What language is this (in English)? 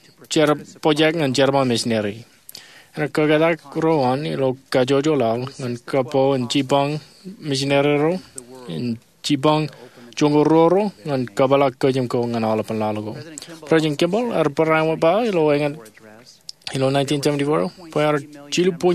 Marshallese